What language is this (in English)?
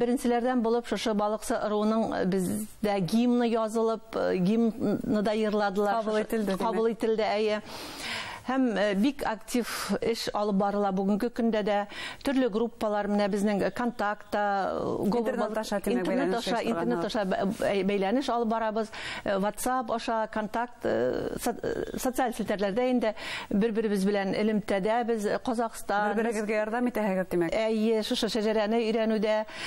Bashkir